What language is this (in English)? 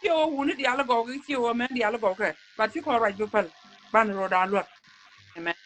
Nuer